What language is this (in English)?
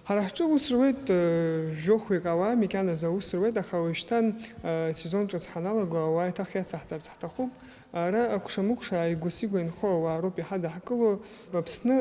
Abkhazian